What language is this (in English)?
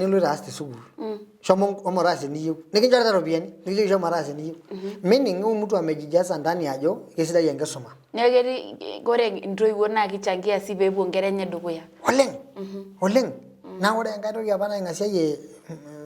Masai